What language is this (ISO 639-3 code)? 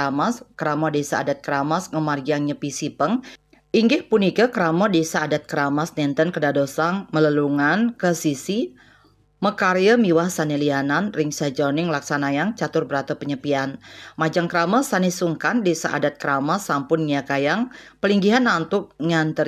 ban